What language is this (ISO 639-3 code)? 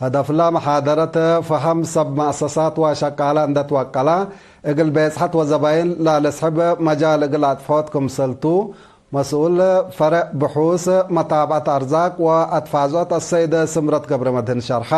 tig